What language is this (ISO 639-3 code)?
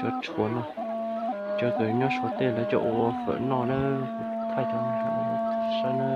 hmn